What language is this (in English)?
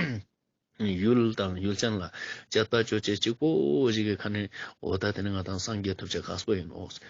Ladakhi